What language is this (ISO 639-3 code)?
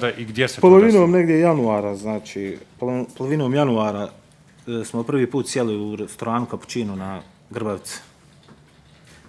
bos